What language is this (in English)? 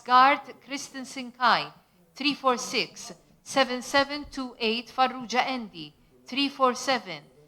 Maltese